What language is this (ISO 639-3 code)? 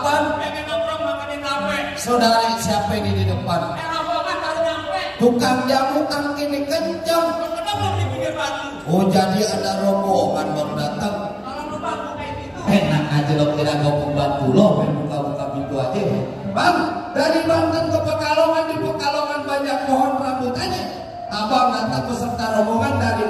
bew